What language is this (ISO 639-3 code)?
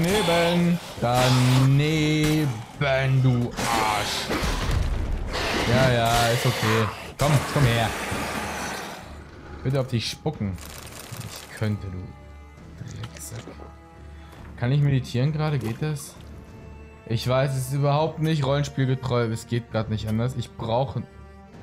deu